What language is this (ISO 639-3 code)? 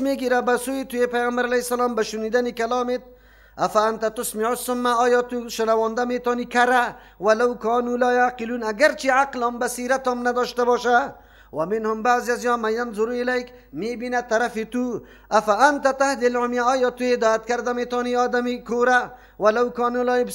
fas